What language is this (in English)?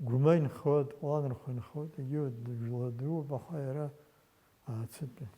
Abkhazian